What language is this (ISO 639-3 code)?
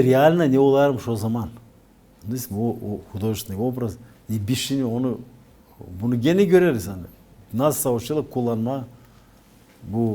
gag